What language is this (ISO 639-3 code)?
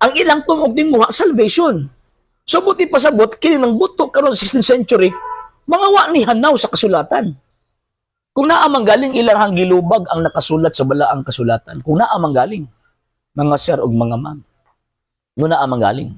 ceb